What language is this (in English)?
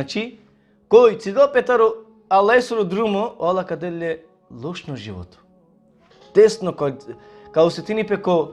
Balkan Romani